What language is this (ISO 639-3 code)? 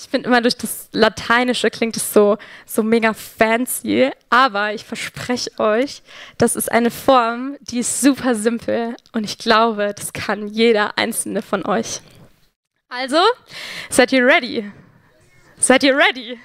gsw